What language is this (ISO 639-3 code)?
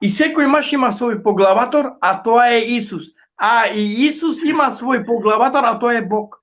rmn